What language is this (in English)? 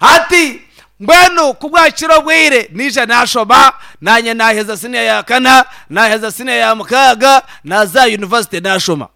Nyankole